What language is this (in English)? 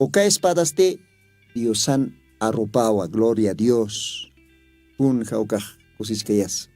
Aymara